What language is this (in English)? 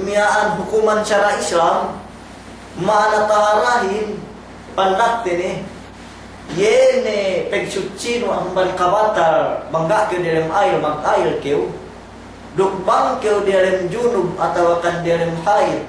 Yakan